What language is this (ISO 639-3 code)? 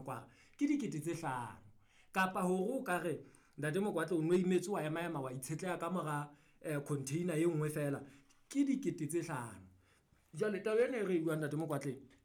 sot